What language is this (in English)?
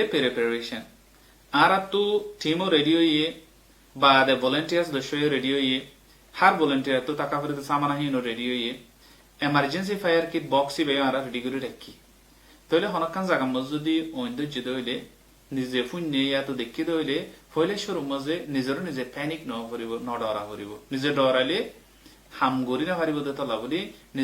Rohingya